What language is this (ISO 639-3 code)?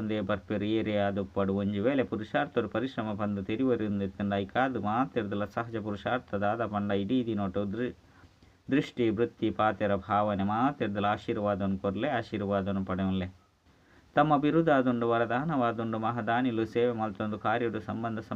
tcy